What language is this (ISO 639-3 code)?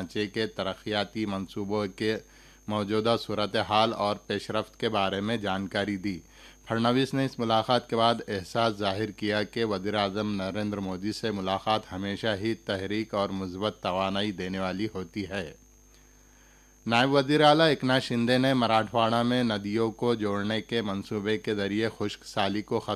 urd